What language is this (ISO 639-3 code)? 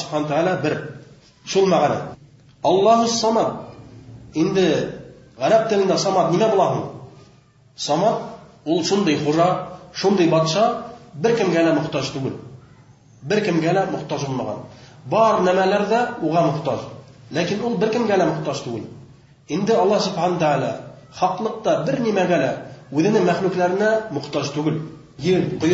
bak